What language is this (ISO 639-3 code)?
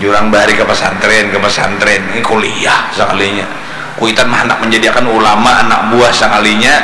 bjn